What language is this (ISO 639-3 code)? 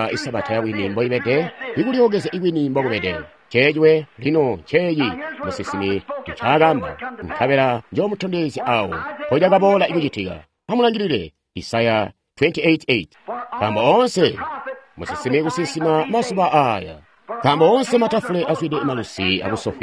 toi